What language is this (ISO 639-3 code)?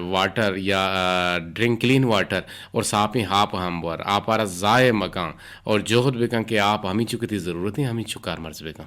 bgp